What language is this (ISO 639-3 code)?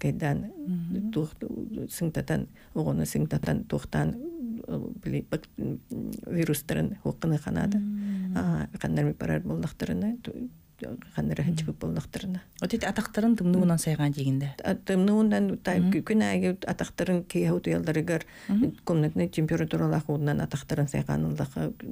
sah